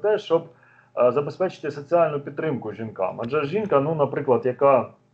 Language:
Ukrainian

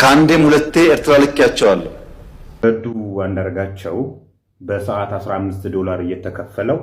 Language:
Amharic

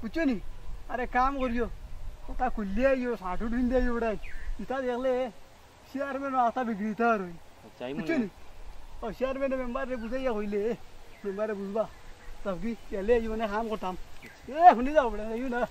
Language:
Sylheti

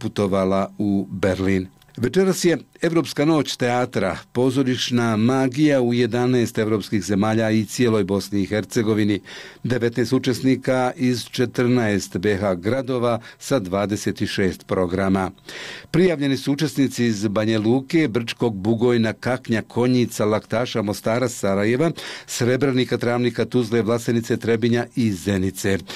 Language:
Bosnian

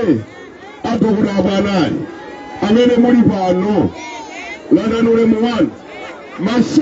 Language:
Nyanja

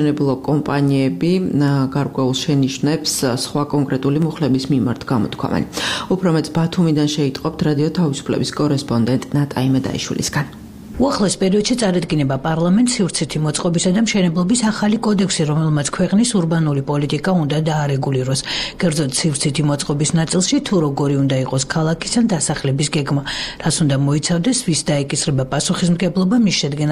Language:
Georgian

